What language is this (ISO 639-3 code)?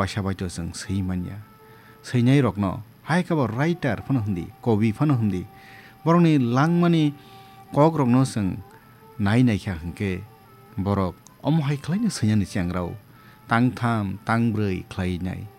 trp